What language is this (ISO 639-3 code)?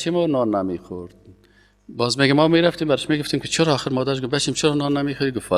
fas